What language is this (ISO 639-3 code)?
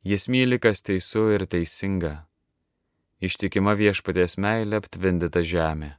lit